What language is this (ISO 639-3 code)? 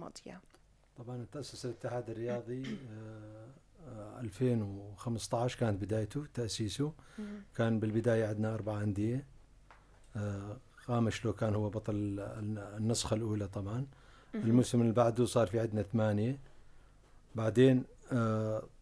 apc